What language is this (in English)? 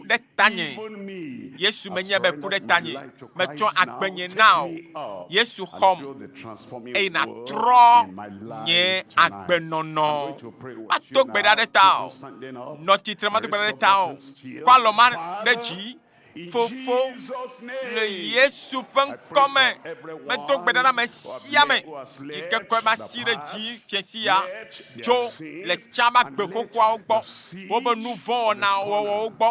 Ewe